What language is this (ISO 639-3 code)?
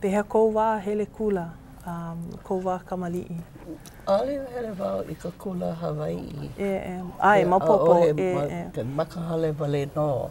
haw